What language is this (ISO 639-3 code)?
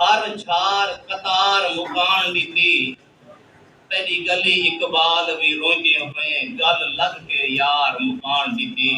skr